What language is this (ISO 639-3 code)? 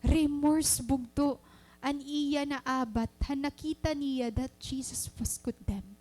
war